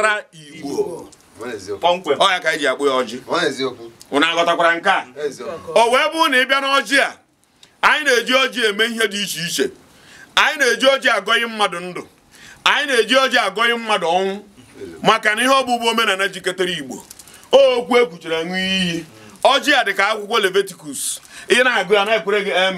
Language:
Igbo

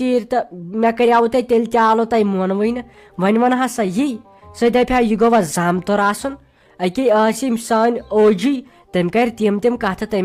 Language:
Kashmiri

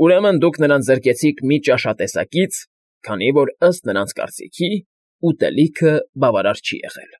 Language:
Armenian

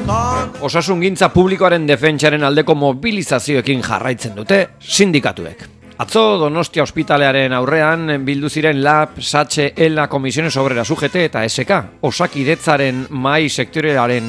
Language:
Basque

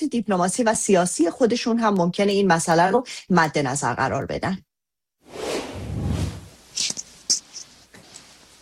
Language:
Persian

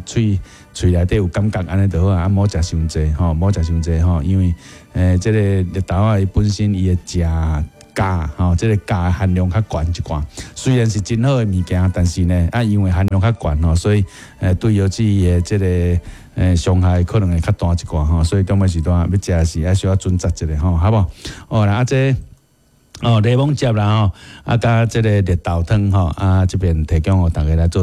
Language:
Min Nan Chinese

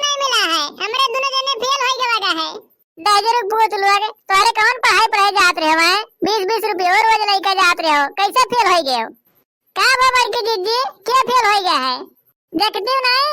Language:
Awadhi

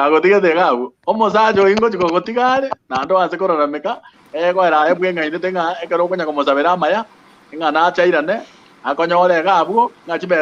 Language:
Gusii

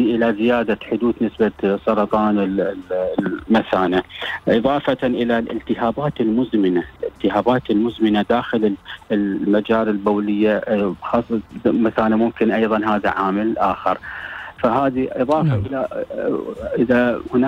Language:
Arabic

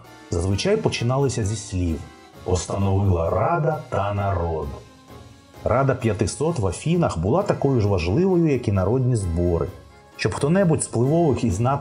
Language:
Ukrainian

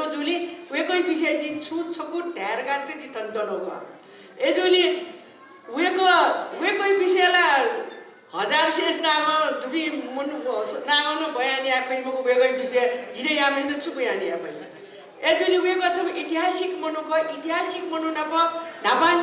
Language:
Newari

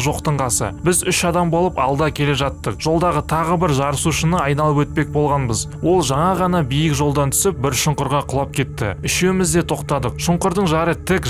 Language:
Kazakh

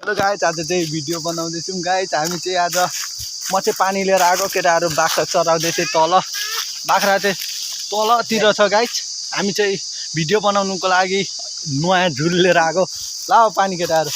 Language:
Nepali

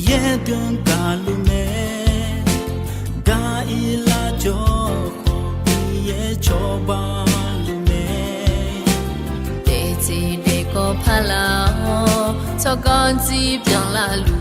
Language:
Akha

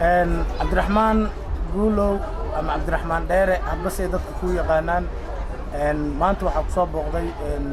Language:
Somali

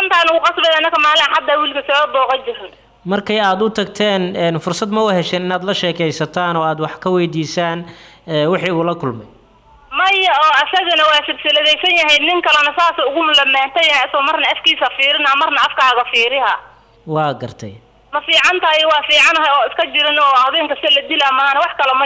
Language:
Somali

